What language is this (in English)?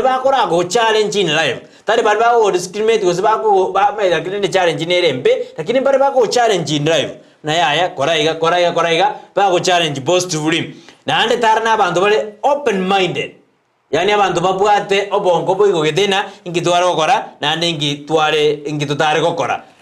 Gusii